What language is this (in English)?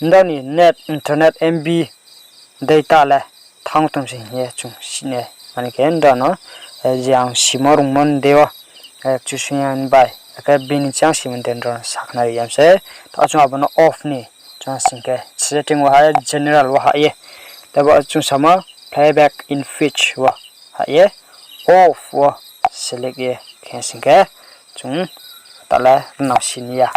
Riang (India)